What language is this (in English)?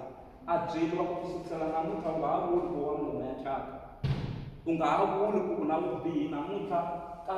Tsonga